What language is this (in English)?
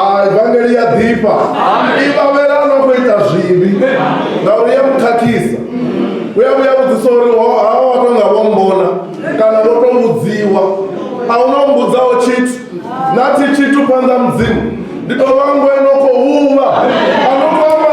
Venda